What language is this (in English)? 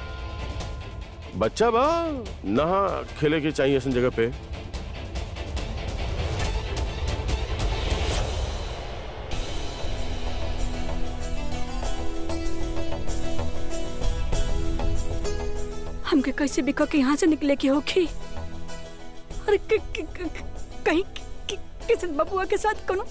Bhojpuri